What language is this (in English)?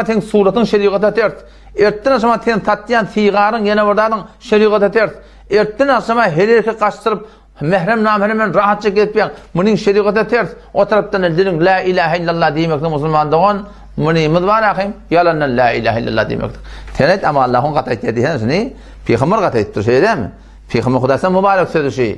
Turkmen